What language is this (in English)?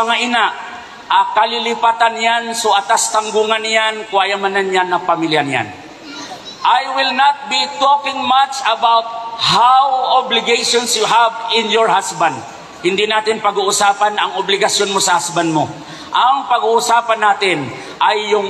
Maranao